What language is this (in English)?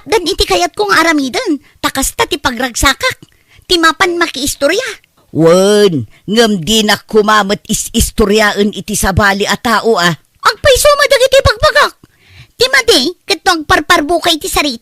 Iloko